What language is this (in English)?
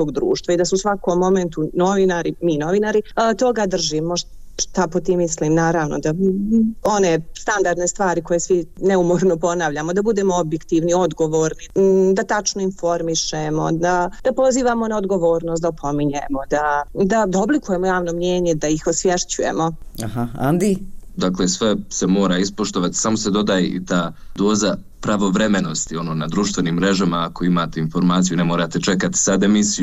Bosnian